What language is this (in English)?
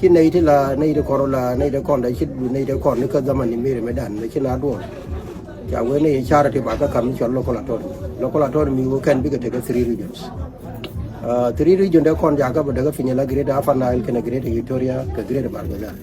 Nuer